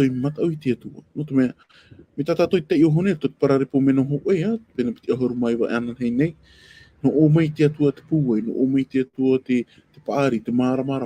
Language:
Tahitian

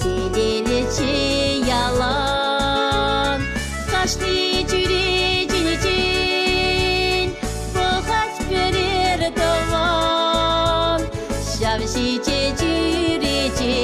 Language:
Chuvash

